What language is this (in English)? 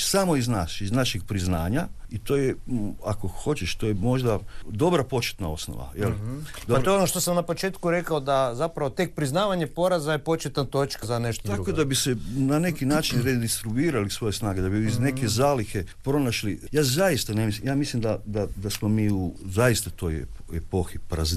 Croatian